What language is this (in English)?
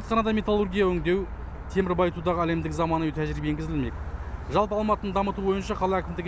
Kazakh